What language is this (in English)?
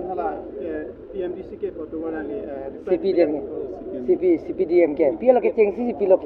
Karbi